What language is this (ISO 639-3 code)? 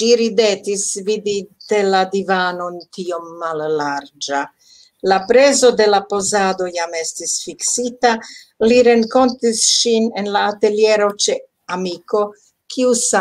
epo